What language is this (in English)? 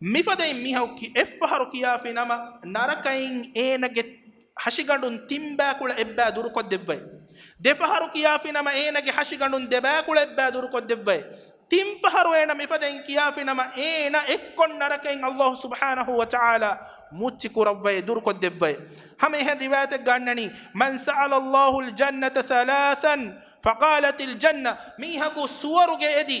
Divehi